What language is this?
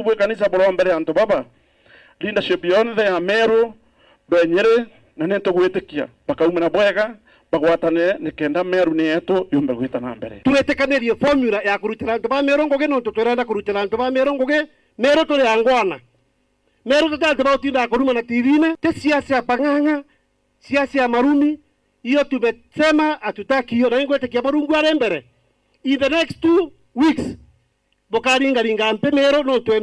Meru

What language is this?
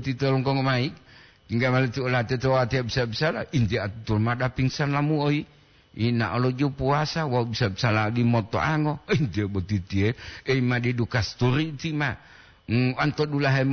Gorontalo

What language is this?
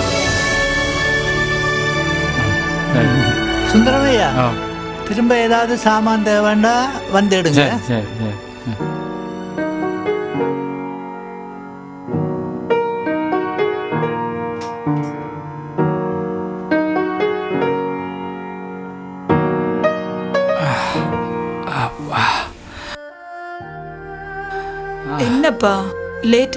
Tamil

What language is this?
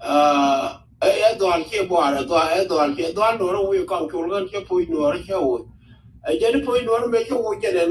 Nuer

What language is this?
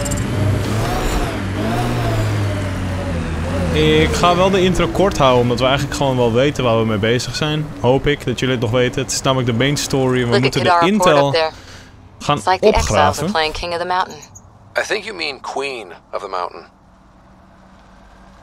Dutch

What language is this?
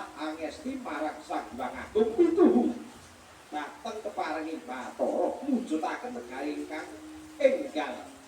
Javanese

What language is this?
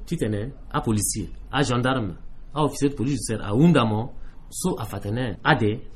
Sango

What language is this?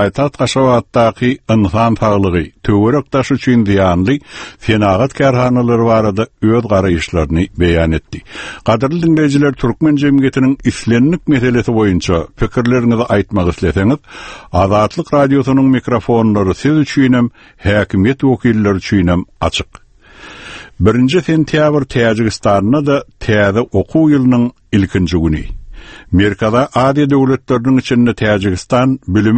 Turkmen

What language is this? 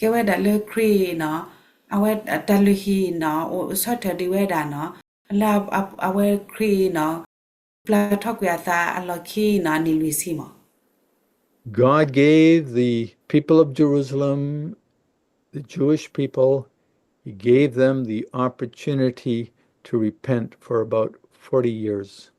S'gaw Karen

